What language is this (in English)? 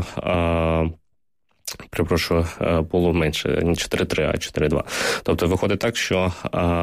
Ukrainian